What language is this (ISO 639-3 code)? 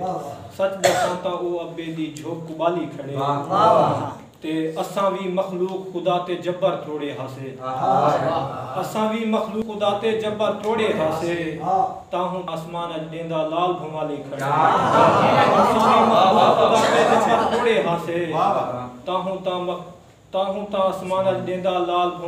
skr